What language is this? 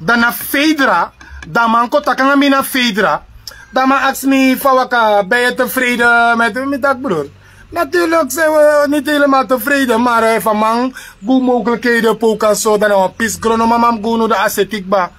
Sranan Tongo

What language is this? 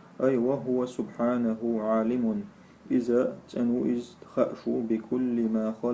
Chechen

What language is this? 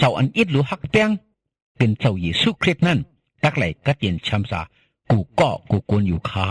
Shan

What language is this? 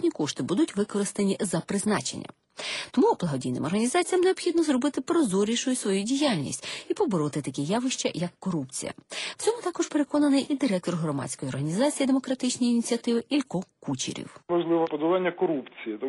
Ukrainian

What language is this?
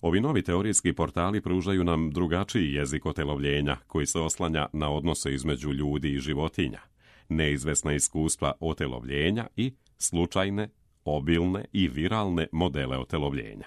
Serbian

